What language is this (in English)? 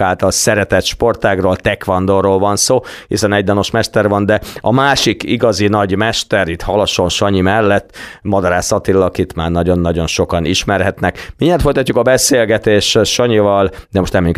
Hungarian